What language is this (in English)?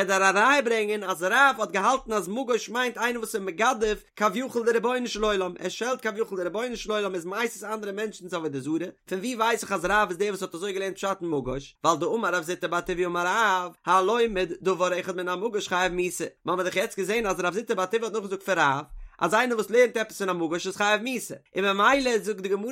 Yiddish